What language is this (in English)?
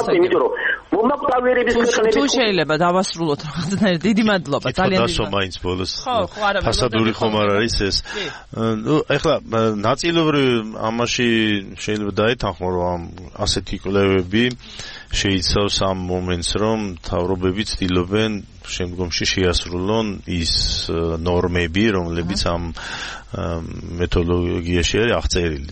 Georgian